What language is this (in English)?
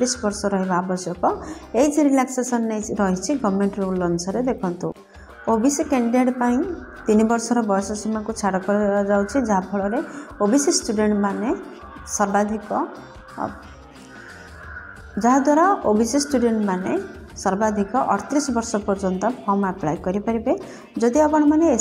Odia